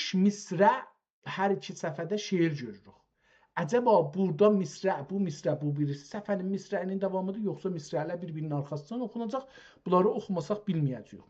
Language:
South Azerbaijani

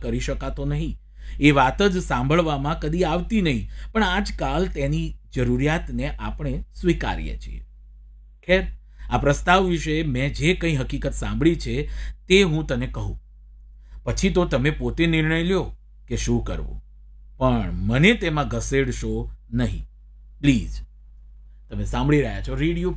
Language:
Gujarati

